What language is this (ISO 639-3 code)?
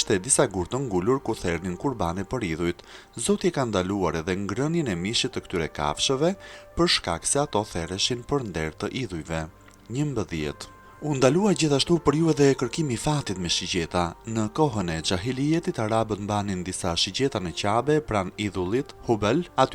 sqi